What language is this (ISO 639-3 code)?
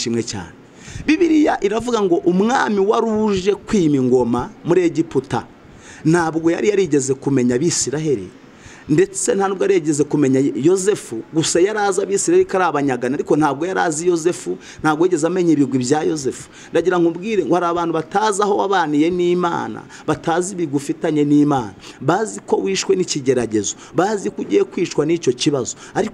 kin